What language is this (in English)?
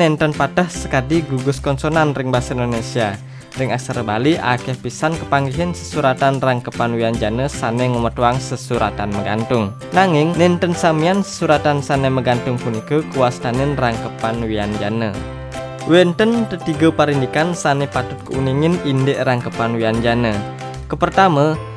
Balinese